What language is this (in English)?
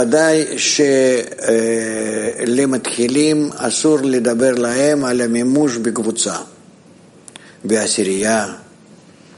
Hebrew